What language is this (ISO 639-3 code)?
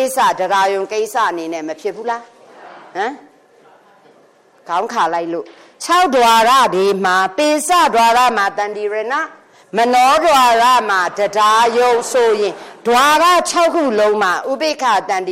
mya